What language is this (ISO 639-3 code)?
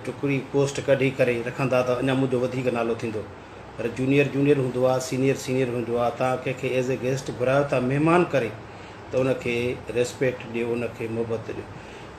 snd